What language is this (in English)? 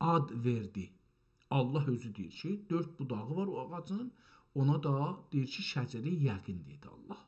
South Azerbaijani